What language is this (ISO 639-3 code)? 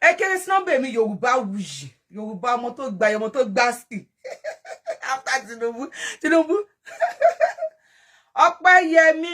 yor